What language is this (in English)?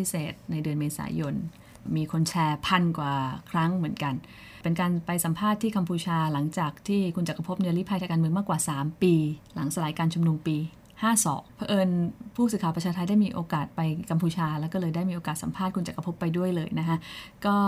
Thai